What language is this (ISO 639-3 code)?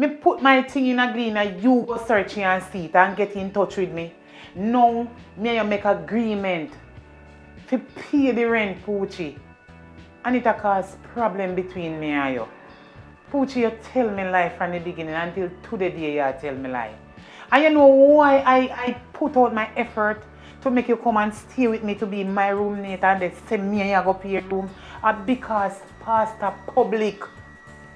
jam